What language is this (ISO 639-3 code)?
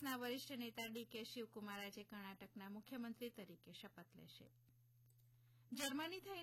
guj